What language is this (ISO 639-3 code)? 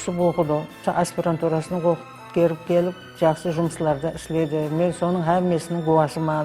kaa